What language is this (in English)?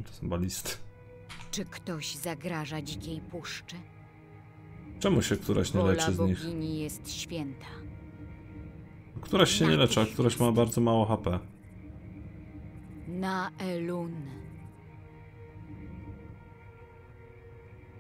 Polish